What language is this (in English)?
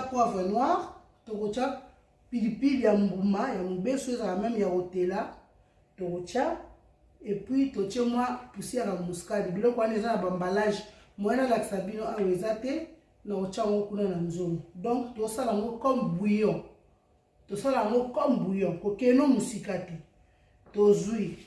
Lingala